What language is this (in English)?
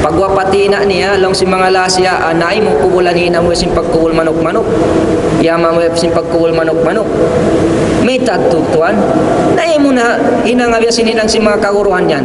Tausug